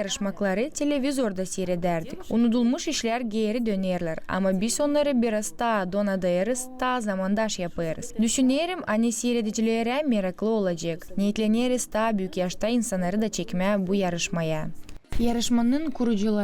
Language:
Gagauz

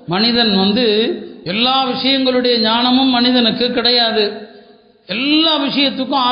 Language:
Tamil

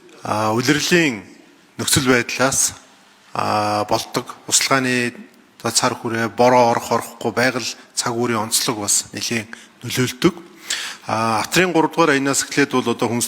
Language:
Mongolian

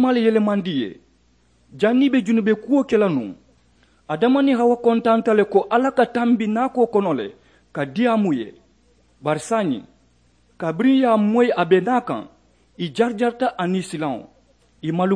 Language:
Mandingo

